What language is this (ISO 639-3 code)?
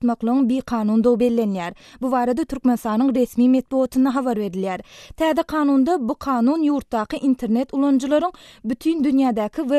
tuk